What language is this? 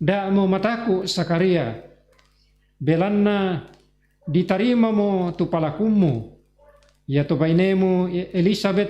Toraja-Sa'dan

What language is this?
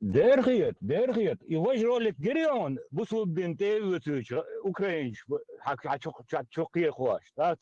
Chechen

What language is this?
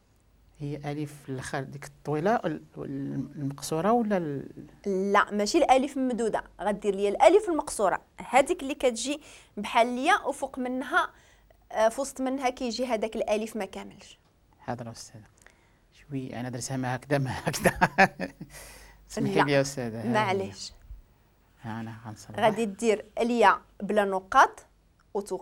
Moroccan Arabic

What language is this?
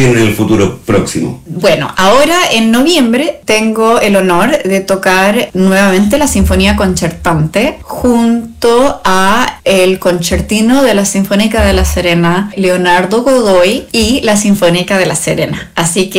Spanish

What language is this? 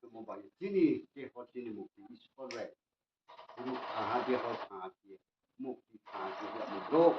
Riang (India)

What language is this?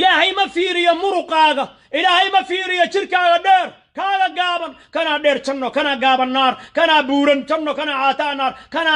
Somali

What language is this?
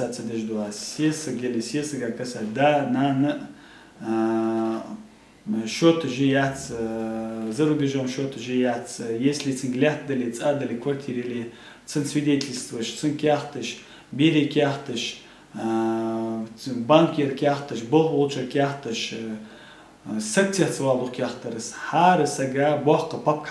Ingush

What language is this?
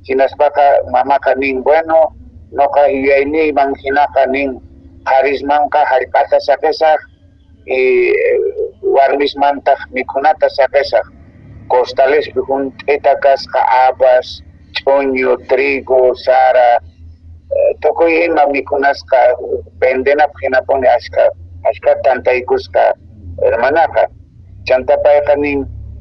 Quechua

